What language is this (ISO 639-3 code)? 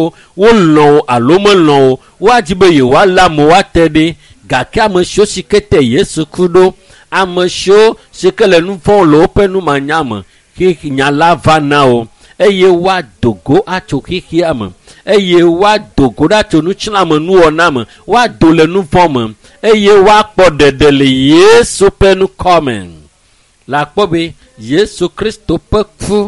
ewe